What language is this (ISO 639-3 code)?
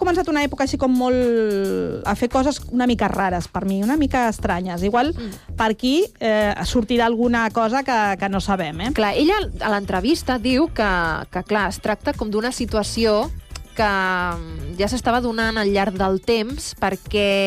cat